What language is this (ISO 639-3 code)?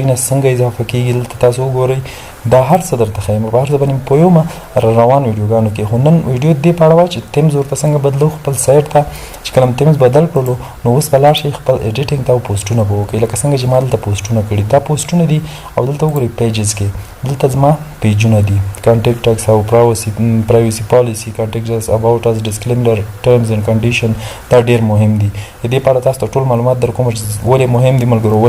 pus